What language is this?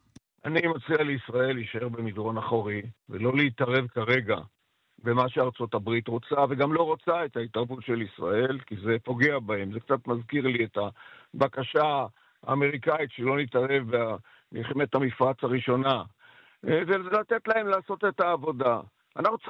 Hebrew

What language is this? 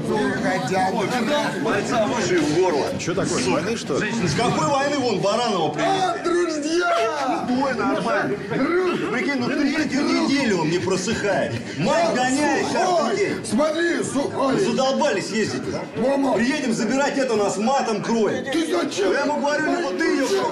Russian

